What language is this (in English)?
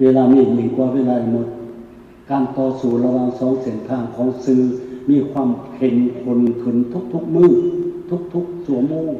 Lao